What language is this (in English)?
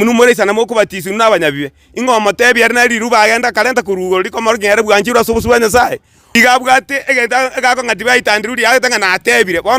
Gusii